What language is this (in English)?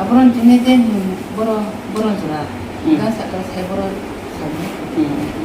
Riang (India)